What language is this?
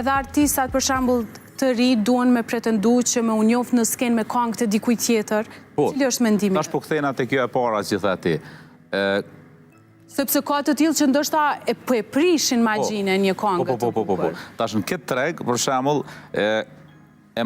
Albanian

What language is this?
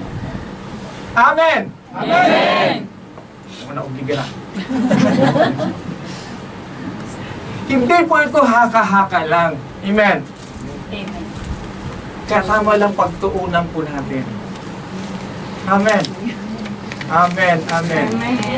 Filipino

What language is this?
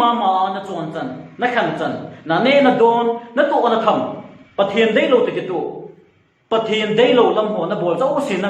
Thado Chin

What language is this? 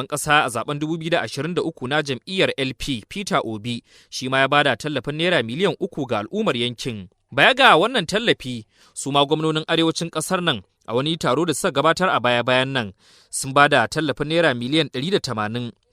Hausa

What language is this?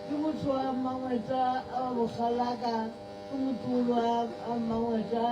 Northern Sotho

